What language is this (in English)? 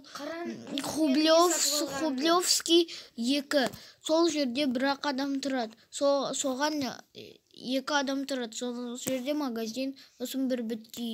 Kazakh